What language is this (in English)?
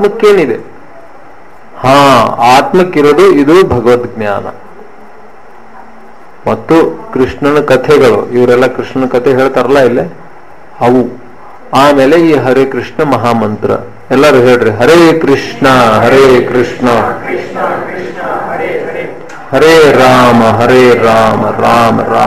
Kannada